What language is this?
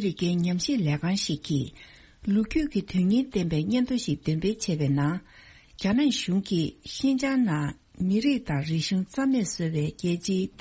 Tibetan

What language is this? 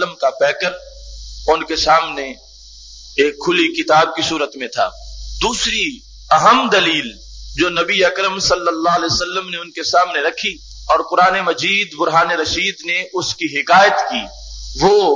Urdu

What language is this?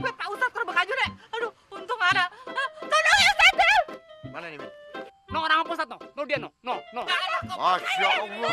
Betawi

